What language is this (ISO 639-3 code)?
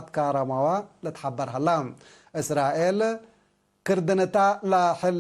tig